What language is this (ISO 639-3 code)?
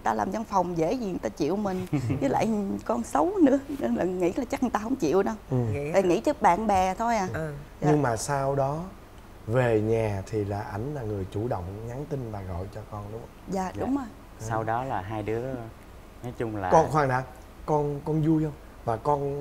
vie